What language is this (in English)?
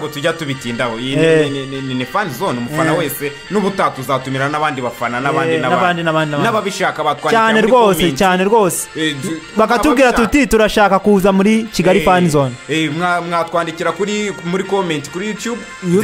Kinyarwanda